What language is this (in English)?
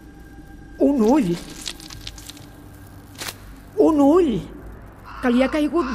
Catalan